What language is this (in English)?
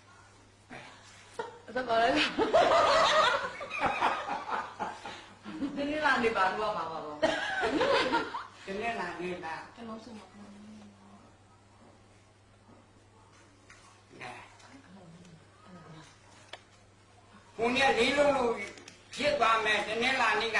Burmese